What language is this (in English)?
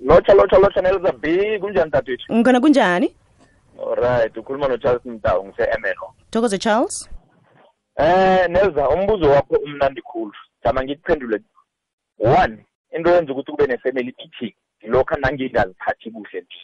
South Ndebele